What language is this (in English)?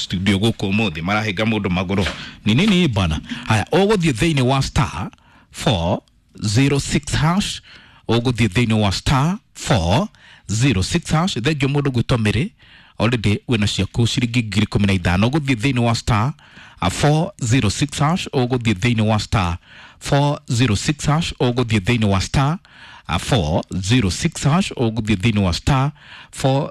Kikuyu